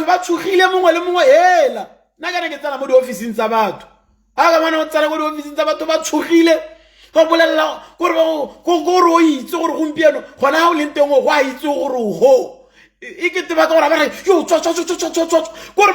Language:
Tswana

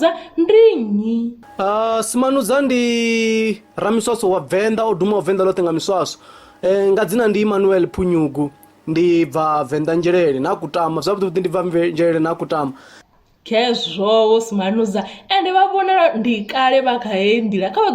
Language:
Venda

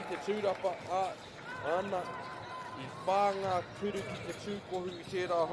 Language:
Māori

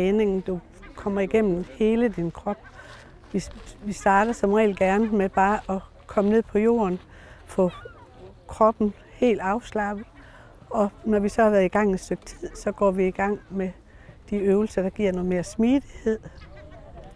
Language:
Danish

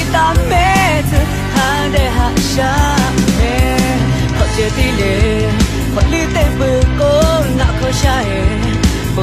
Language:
Lahu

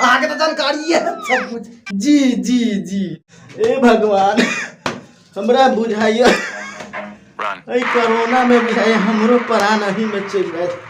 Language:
Maithili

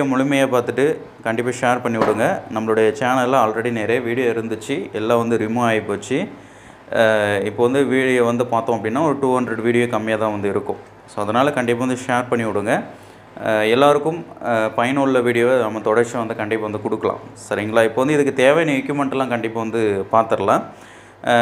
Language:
Tamil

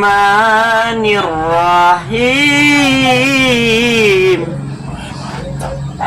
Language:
Minangkabau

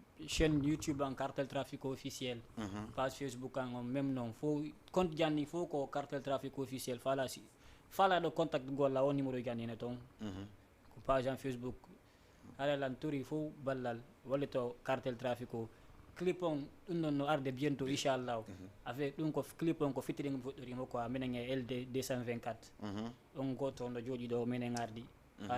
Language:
Fula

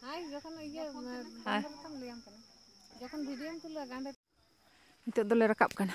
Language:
Santali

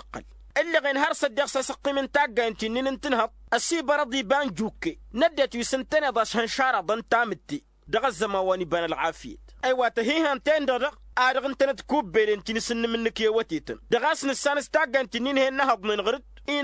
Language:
Tamasheq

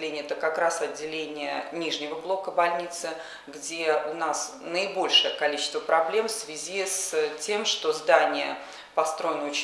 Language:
Russian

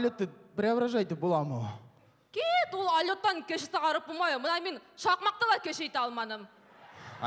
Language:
Bashkir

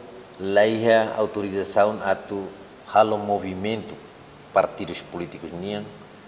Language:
Tetum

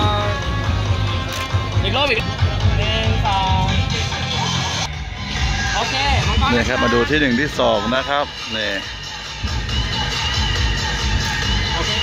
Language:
Thai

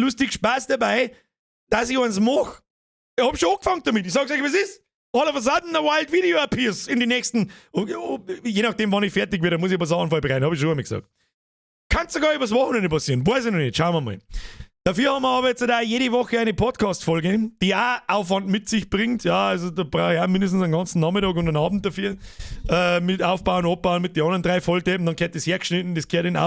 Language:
Bavarian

